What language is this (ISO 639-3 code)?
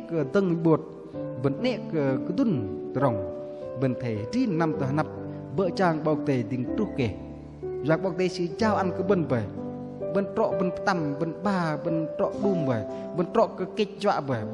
bdq